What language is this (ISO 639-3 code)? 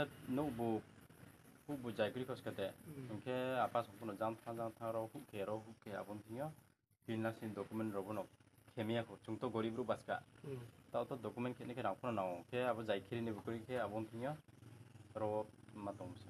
ria